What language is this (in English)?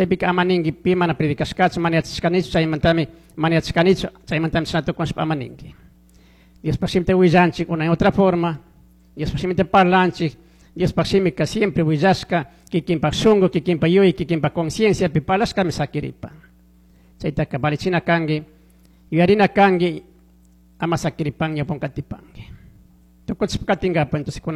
Chimborazo Highland Quichua